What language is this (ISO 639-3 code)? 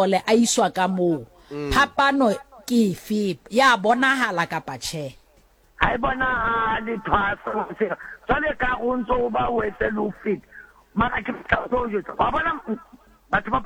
sot